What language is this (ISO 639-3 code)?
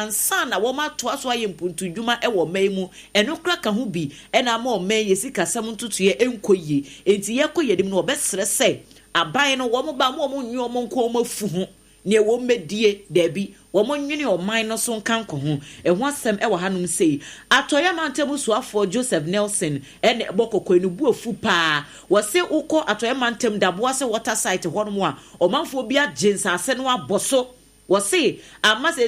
aka